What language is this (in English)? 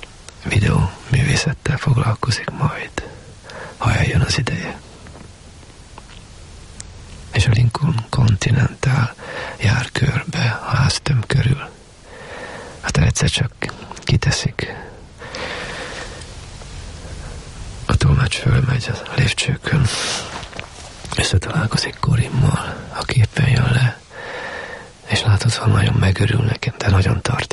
Hungarian